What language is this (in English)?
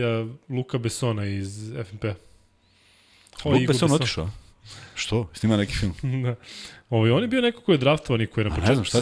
Serbian